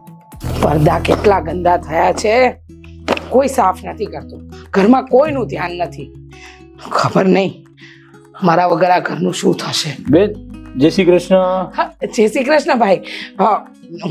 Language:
Gujarati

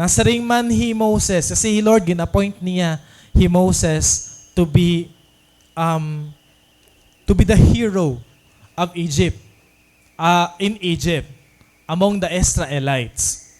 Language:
Waray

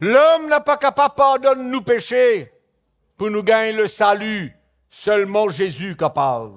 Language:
Morisyen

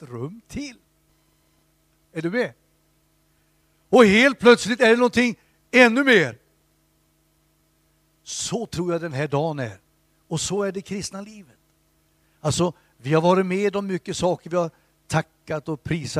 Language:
Swedish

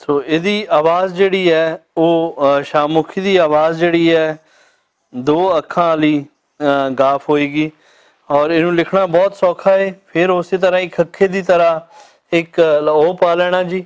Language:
Western Panjabi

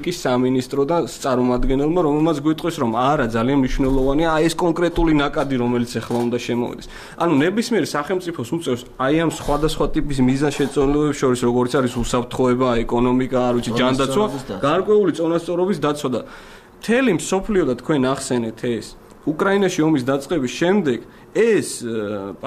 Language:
Georgian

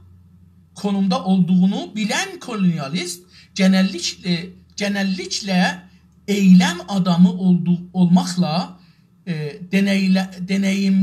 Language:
South Azerbaijani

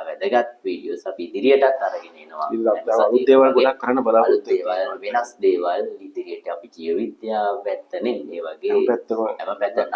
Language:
Sinhala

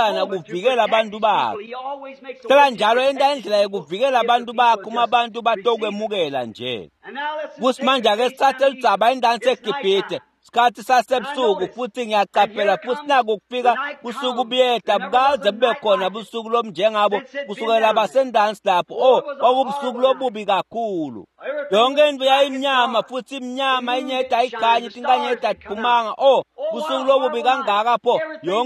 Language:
Swati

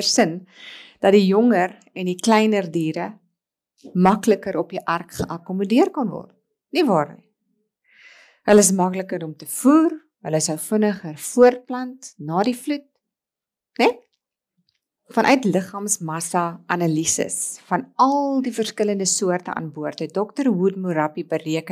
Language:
Afrikaans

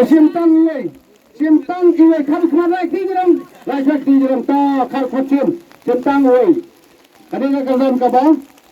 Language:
Khasi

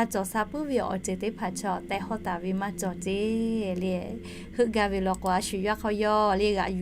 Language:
Lahu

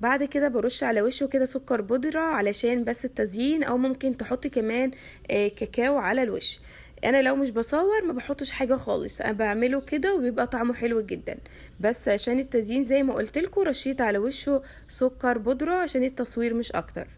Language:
Egyptian Arabic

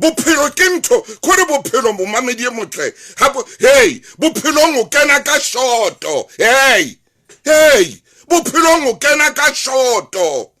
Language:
Southern Sotho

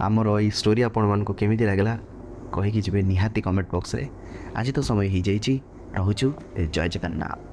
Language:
Odia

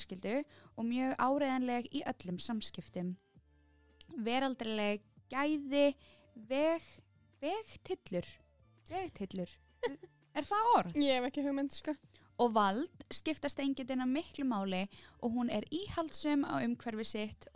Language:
Icelandic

